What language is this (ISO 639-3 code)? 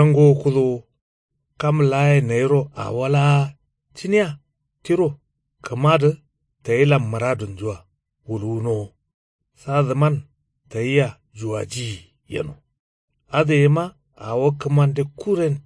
kau